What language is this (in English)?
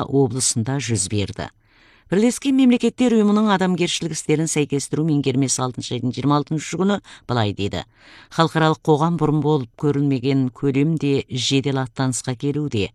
Kazakh